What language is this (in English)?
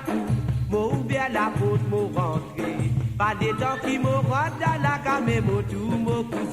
Morisyen